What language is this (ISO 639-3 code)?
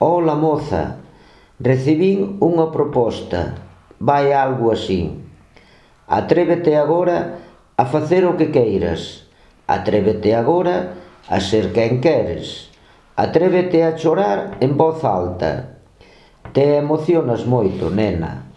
glg